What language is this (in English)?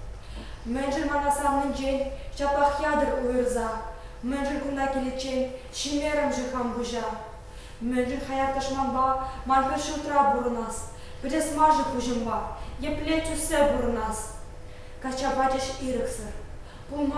Chuvash